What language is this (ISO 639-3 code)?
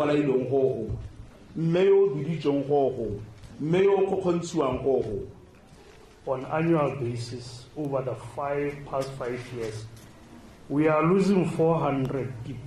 tsn